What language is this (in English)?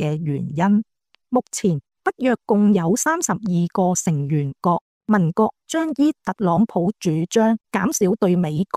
Cantonese